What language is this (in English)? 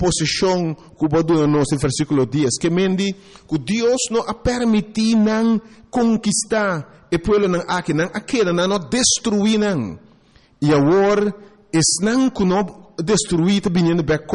Papiamento